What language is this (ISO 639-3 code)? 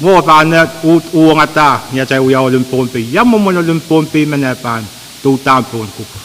pon